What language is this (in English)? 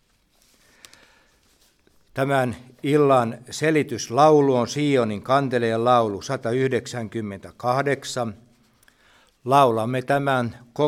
Finnish